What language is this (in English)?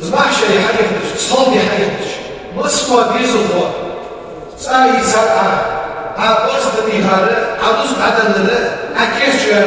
Ingush